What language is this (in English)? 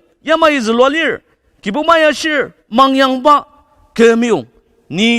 Ao Naga